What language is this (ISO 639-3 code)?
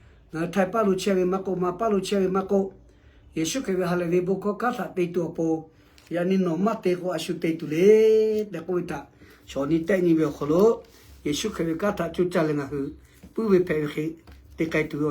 lhu